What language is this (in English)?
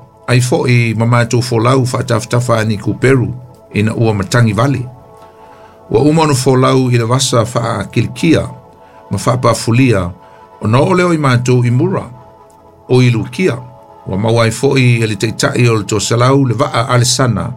Samoan